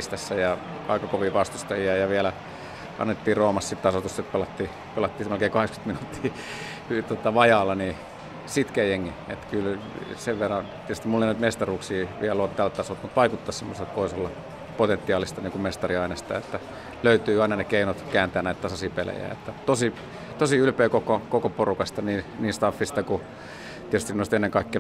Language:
Finnish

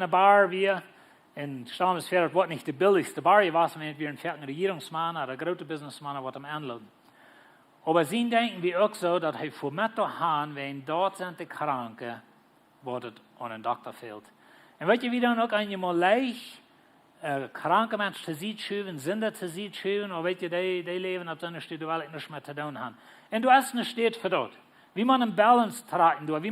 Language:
Plautdietsch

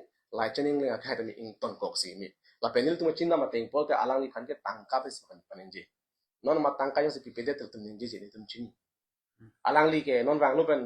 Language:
Karbi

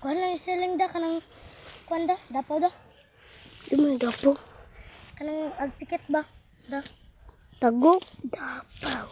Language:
Cebuano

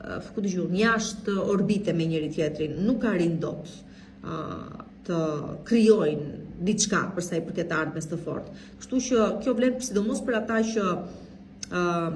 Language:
Albanian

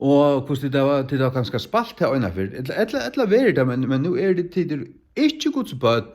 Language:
Faroese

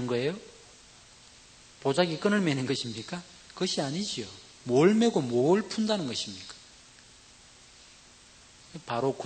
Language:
Korean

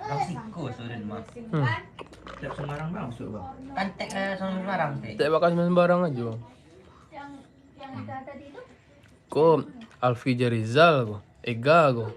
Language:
Minangkabau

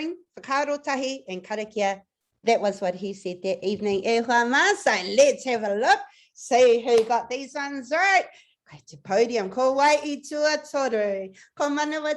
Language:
Māori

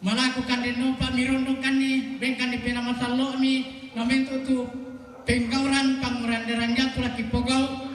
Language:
Toraja-Sa'dan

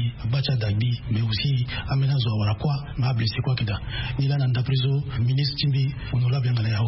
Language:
Sango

